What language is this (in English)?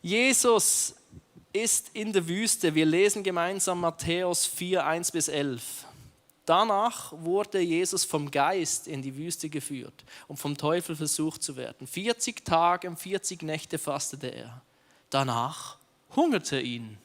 Swiss German